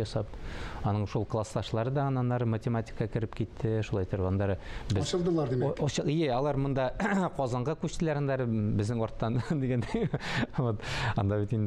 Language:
Tatar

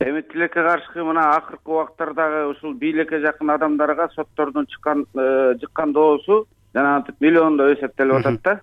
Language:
Kyrgyz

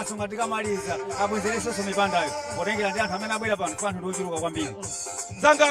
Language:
Nyanja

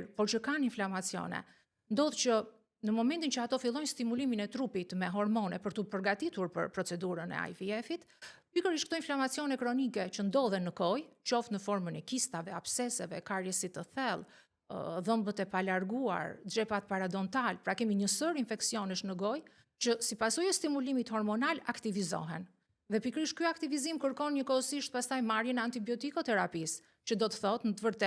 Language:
Albanian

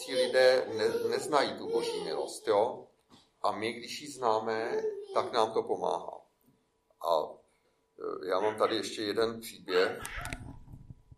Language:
Czech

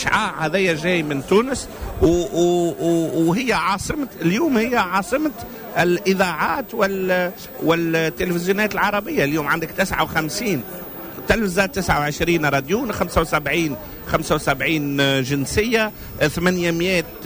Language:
Tunisian Arabic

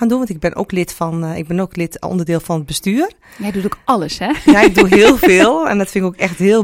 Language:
Dutch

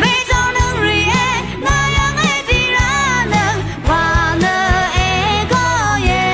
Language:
Rawang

